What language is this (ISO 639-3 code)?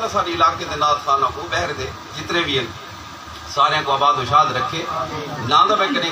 skr